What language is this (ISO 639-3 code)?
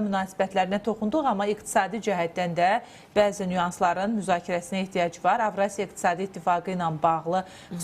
aze